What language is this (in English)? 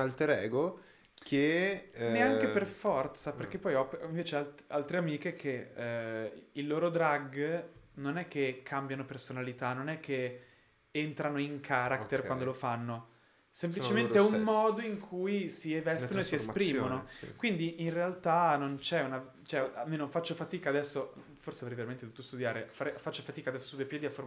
Italian